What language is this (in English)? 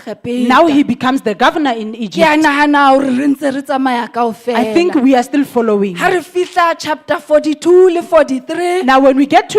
Southern Sotho